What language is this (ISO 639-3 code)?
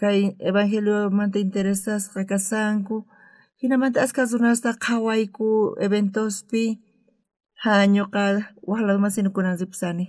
quh